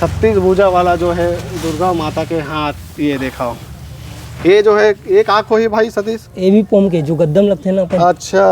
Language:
Chhattisgarhi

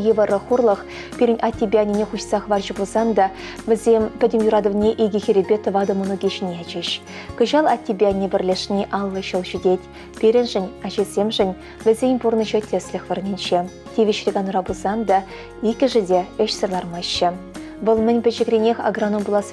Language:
Chuvash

